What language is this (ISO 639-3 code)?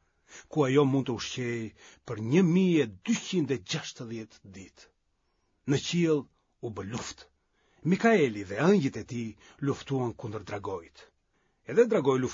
sqi